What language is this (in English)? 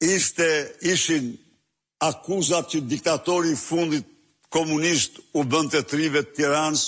Albanian